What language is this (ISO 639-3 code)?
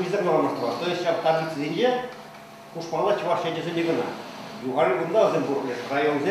chv